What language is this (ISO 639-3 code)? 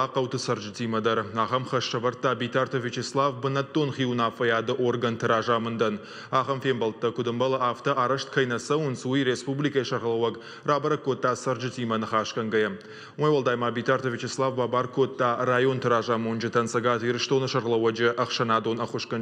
oss